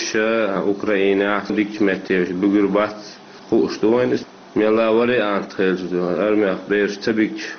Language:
Chechen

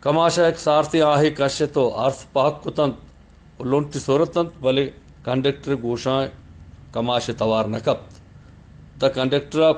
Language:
Eastern Balochi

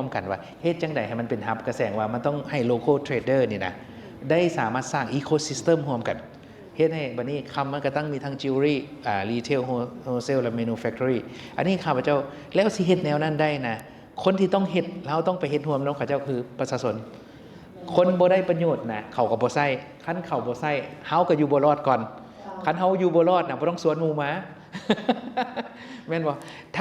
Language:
Lao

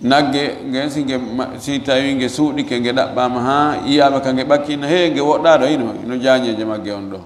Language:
Fula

